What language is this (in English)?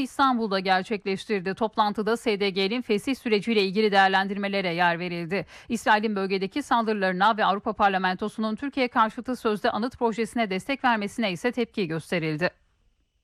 Turkish